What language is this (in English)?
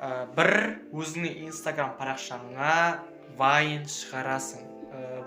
Kazakh